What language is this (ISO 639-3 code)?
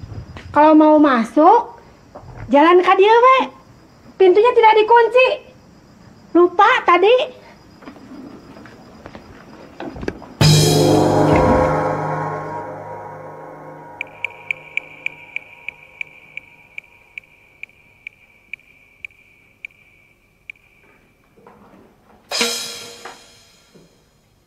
ind